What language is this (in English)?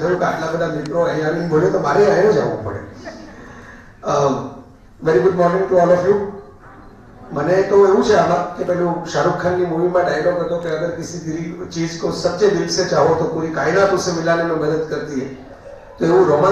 Gujarati